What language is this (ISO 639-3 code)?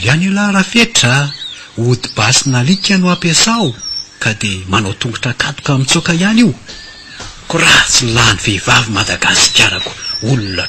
mlg